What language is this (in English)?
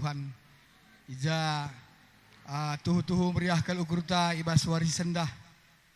Batak Karo